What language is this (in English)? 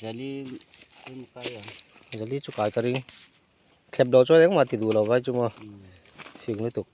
Mizo